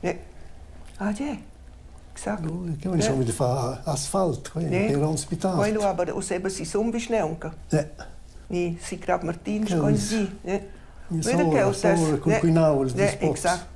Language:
Romansh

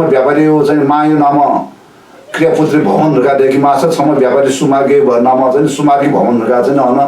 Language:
Newari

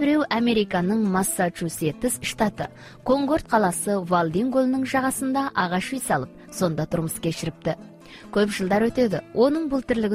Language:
Kazakh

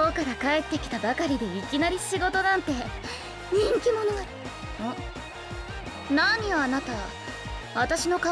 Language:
Japanese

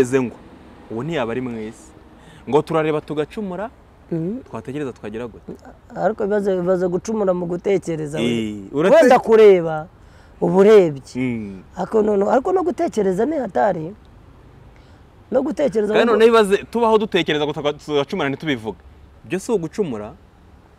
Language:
Kinyarwanda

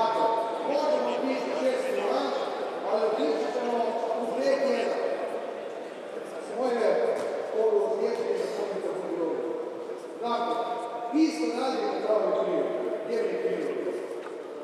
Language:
Croatian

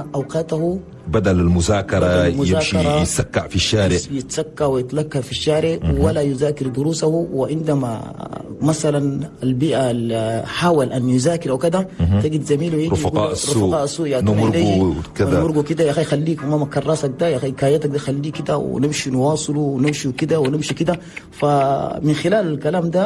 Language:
Chadian Arabic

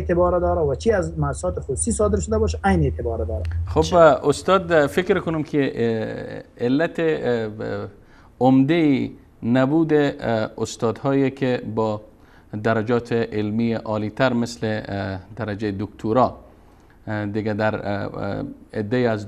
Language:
Persian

